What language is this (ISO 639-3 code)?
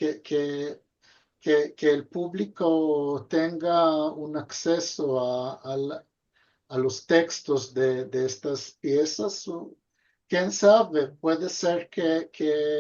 lad